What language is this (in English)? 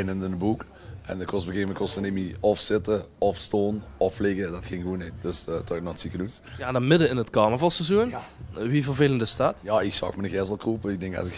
Limburgish